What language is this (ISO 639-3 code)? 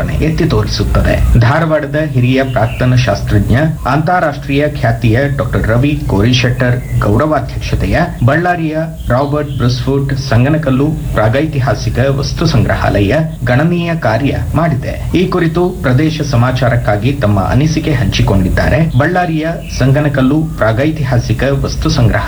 kan